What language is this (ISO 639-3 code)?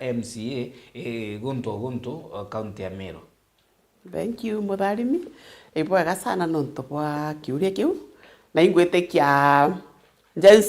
mer